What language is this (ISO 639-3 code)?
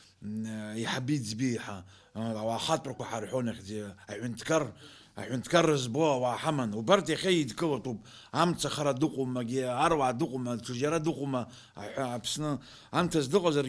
abk